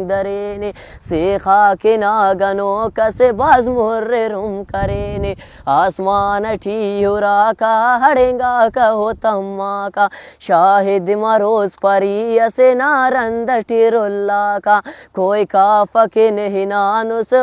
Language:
Brahui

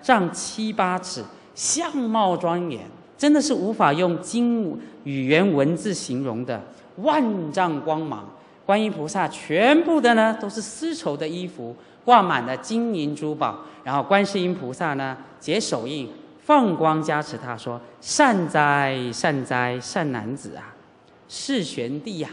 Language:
Chinese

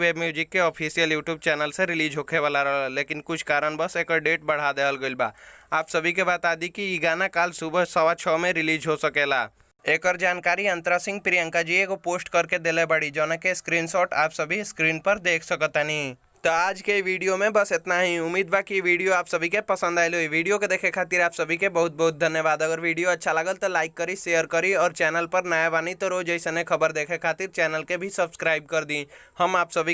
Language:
Bhojpuri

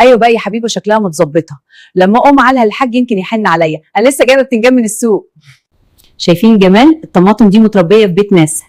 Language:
Egyptian Arabic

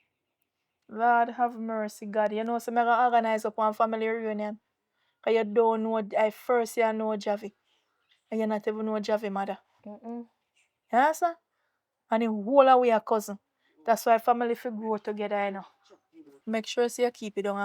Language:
Jamaican Creole English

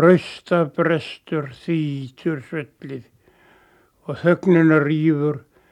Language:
Icelandic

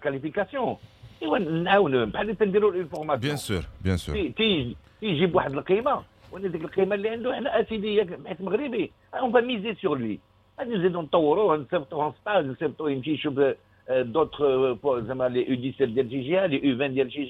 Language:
Moroccan Arabic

